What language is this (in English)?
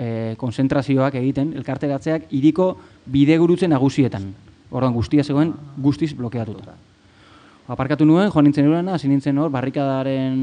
Basque